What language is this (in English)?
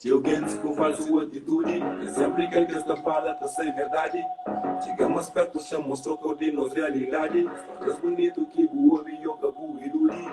Kabuverdianu